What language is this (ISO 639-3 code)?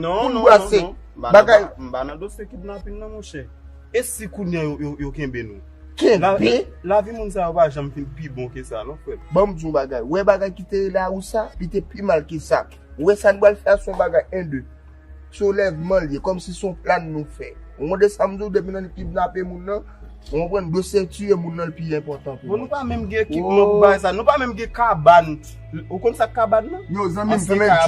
hat